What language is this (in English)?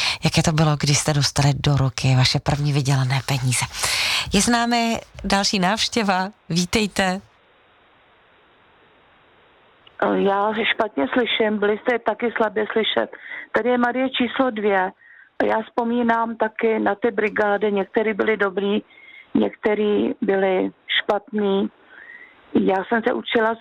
Czech